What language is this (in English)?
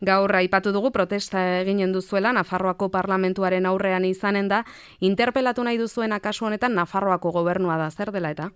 Basque